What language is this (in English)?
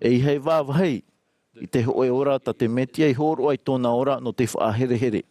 Tahitian